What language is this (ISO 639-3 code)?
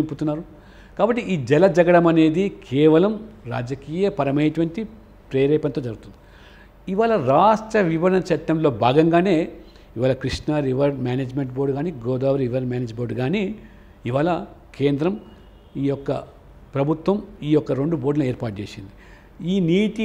tel